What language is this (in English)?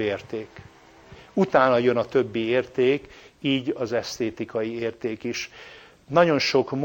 Hungarian